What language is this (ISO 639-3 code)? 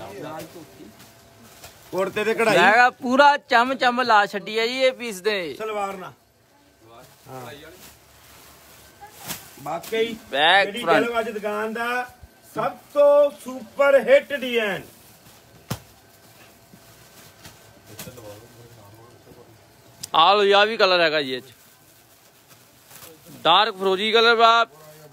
pan